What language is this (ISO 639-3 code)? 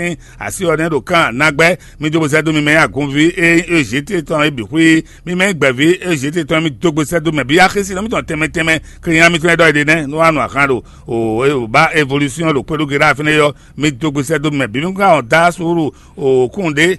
fon